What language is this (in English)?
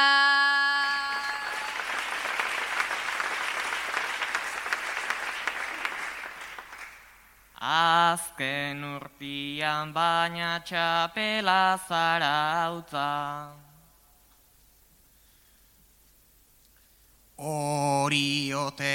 Basque